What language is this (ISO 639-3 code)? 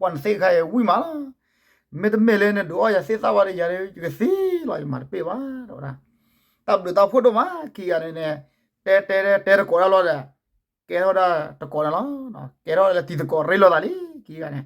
ksw